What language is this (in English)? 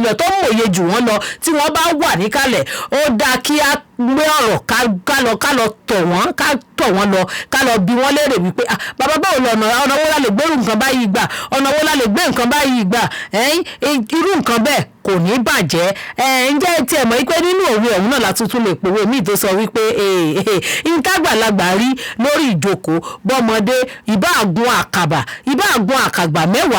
Yoruba